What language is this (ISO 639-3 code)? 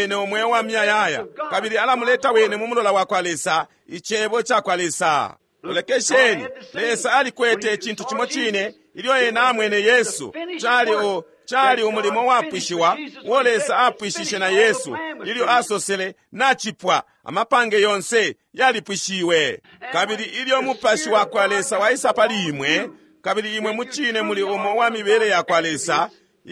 bem